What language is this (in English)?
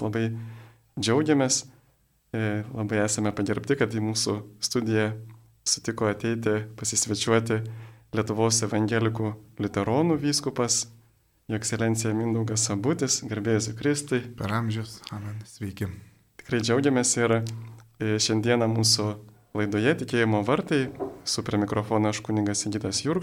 Lithuanian